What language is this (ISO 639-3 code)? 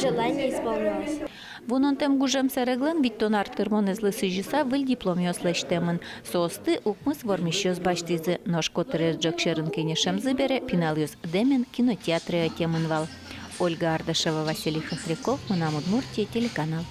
udm